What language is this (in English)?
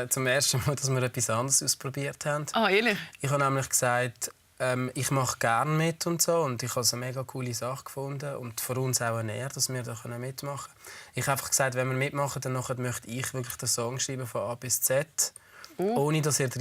Swiss German